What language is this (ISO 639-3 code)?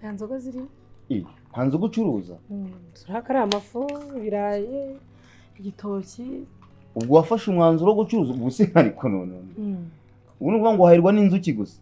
kin